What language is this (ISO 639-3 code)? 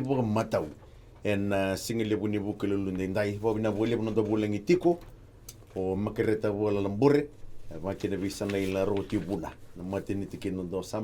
fij